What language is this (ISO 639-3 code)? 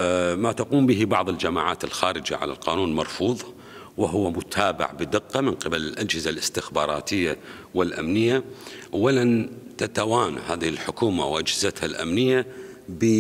acm